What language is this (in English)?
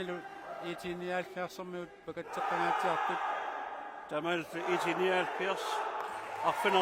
Kalaallisut